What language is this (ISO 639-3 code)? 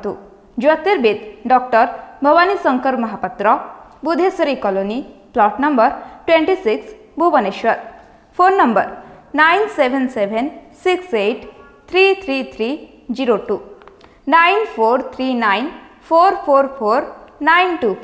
ori